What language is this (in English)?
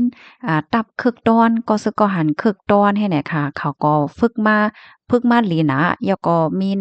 Shan